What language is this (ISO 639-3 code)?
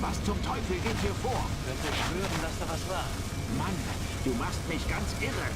bar